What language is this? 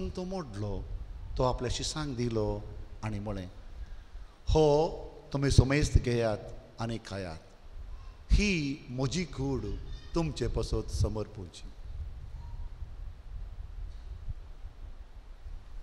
Konkani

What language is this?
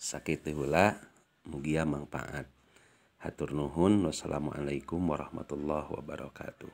Sundanese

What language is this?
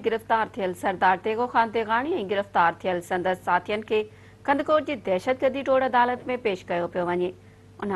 Sindhi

